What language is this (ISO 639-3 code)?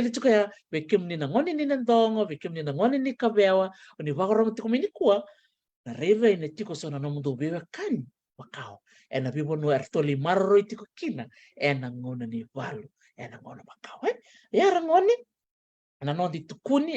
fij